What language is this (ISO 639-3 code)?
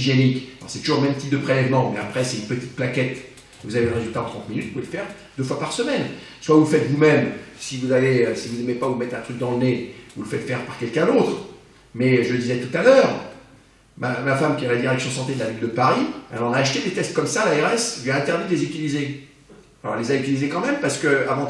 fra